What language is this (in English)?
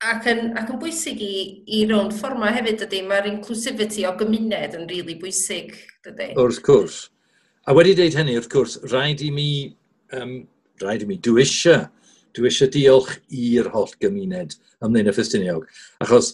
Welsh